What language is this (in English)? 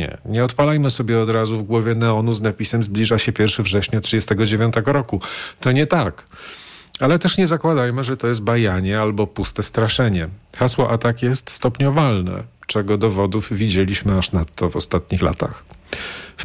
Polish